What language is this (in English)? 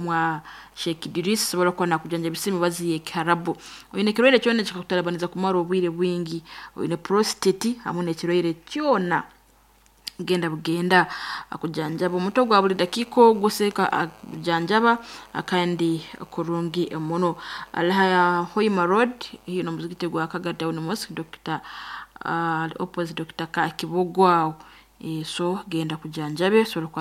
Nyankole